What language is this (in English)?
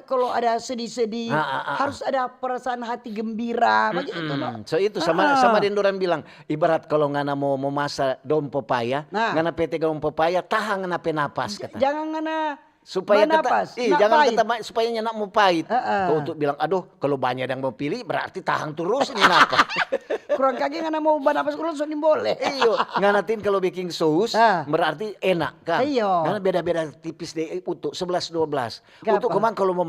Manado Malay